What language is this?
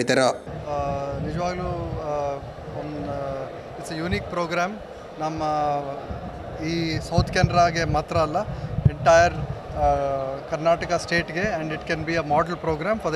Kannada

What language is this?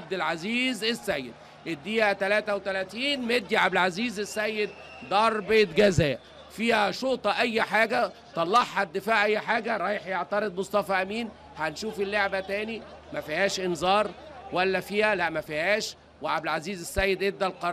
Egyptian Arabic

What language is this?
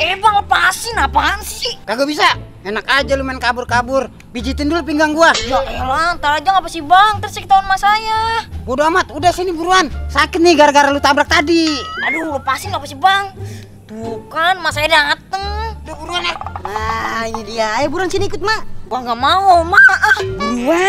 Betawi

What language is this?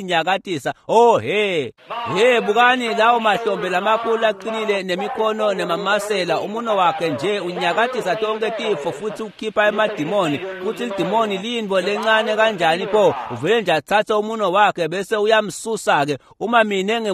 Swati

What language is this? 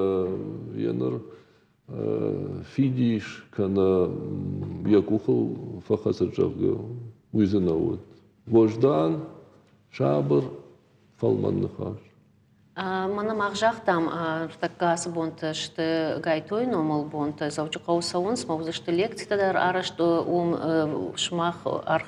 Ossetic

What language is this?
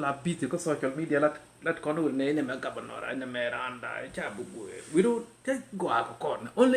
Nuer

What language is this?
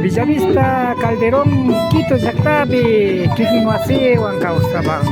Imbabura Highland Quichua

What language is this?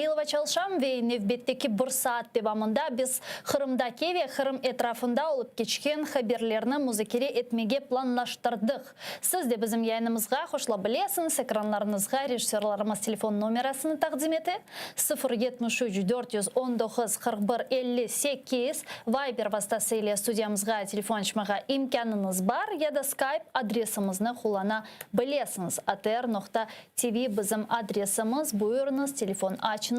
Crimean Tatar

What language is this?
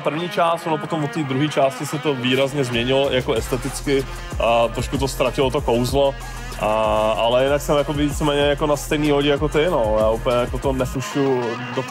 Czech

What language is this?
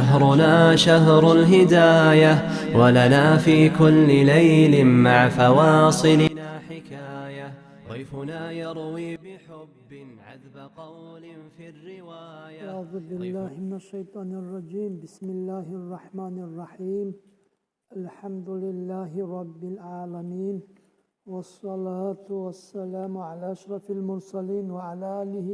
Dargwa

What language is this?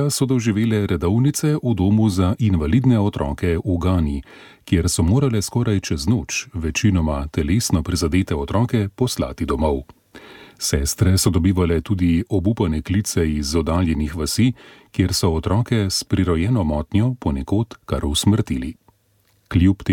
Slovenian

